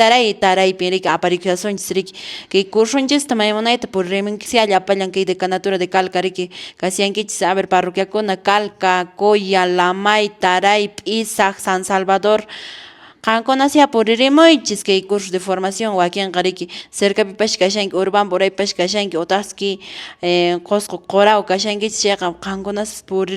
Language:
Quechua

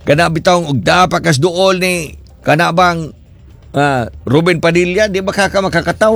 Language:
Cebuano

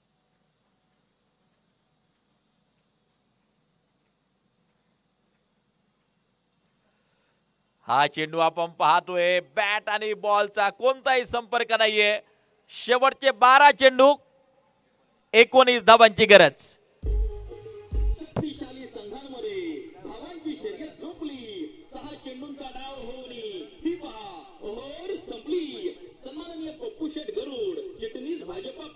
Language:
Marathi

